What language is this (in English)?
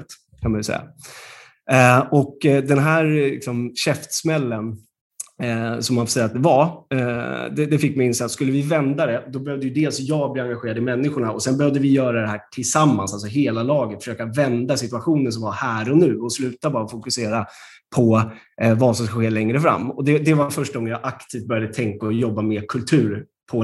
Swedish